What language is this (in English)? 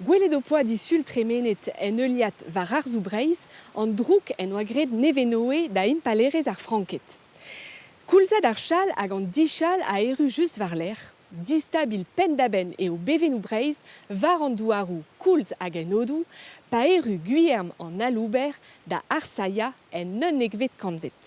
Breton